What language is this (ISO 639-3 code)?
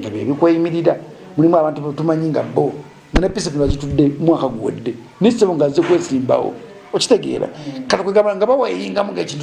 lug